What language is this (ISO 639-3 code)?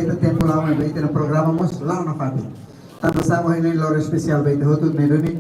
tet